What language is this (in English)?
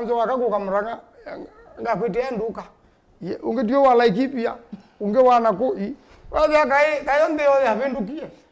Kamba